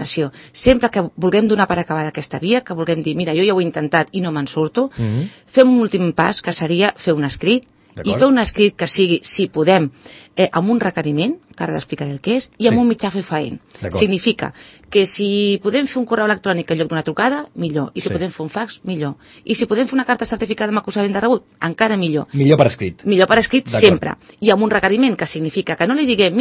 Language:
Catalan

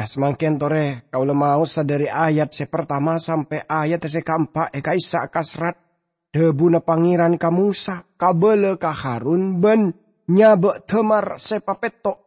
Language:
Madurese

